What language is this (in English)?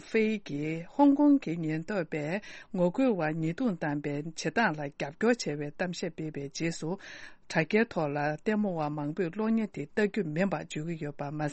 Tibetan